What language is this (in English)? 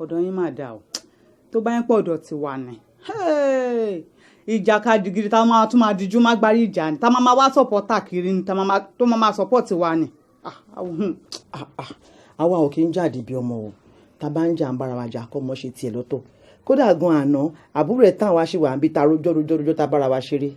Yoruba